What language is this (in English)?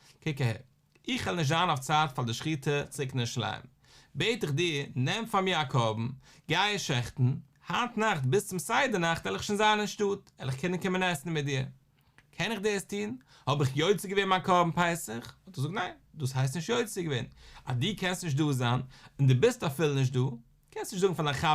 Yiddish